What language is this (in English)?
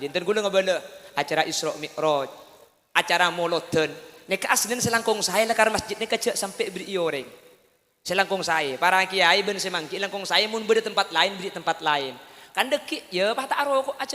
Madurese